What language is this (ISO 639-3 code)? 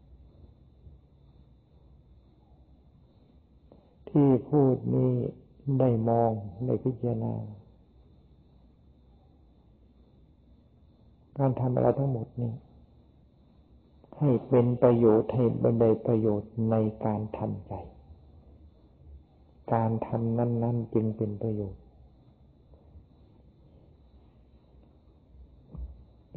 tha